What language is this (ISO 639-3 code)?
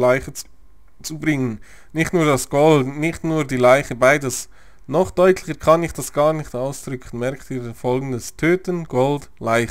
gsw